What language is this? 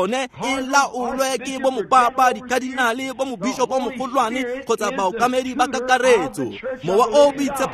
Tswana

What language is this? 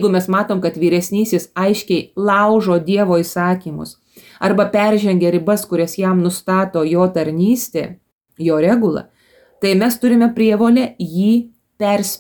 Lithuanian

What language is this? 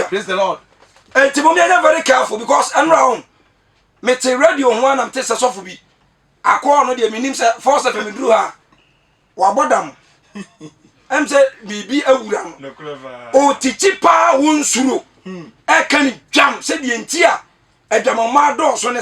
Akan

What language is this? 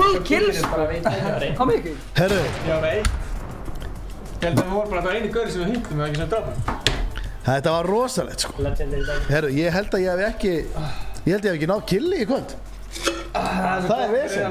Icelandic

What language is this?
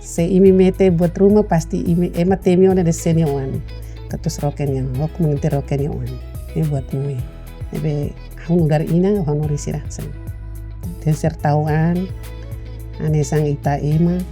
Tetum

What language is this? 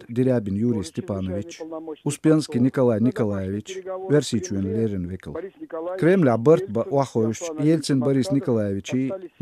Chechen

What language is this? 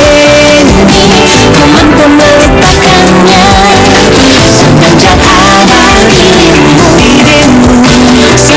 Indonesian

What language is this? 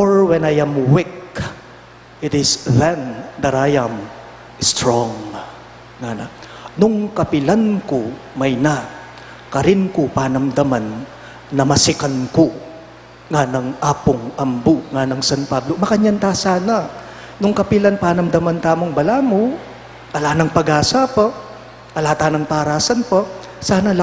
Pampanga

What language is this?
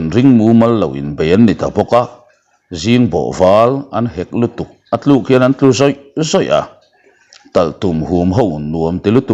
Mizo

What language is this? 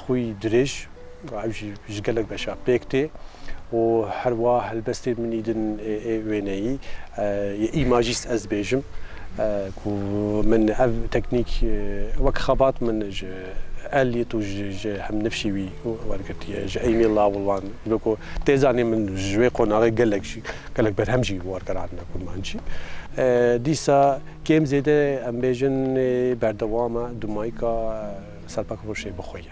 Kurdish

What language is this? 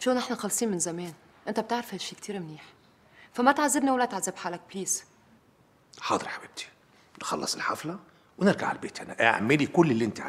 North Levantine Arabic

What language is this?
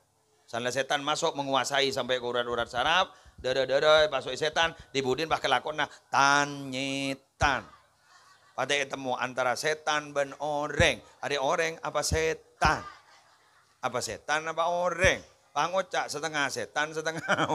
Madurese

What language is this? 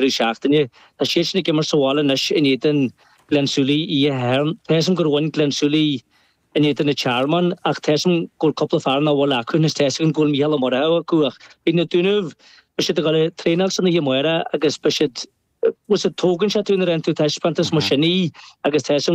Irish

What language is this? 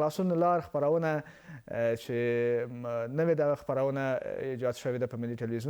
Pashto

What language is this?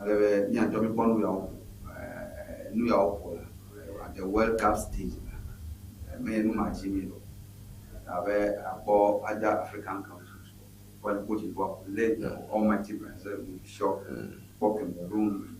Ewe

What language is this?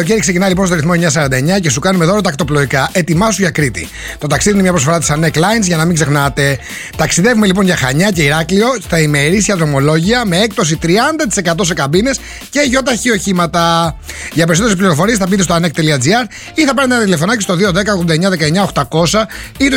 Greek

